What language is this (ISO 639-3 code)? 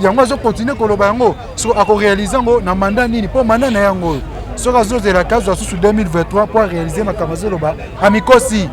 lin